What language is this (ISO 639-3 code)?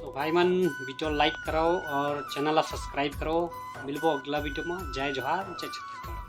hne